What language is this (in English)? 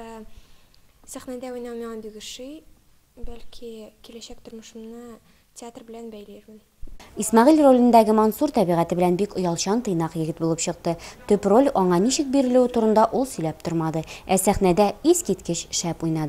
Tatar